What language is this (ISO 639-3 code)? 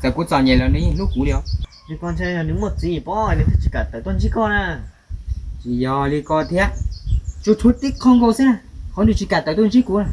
hmn